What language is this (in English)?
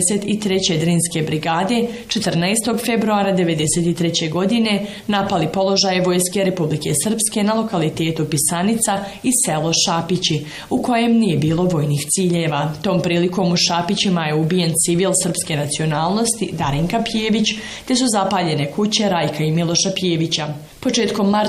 Bosnian